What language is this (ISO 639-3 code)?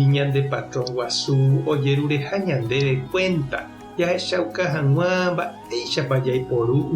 grn